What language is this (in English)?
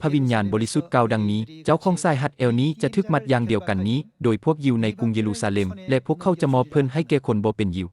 Lao